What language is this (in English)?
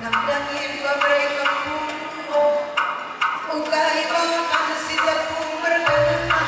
Batak Karo